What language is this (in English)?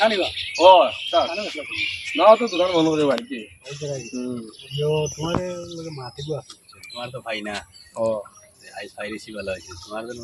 Sylheti